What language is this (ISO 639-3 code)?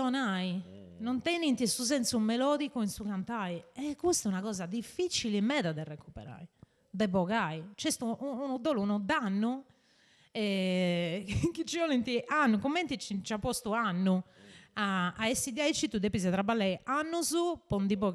srd